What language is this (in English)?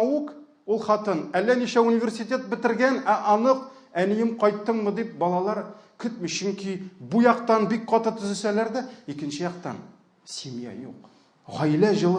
Tatar